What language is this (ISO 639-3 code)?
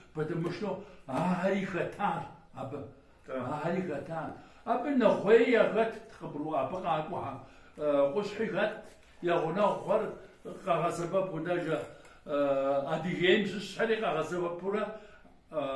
kbd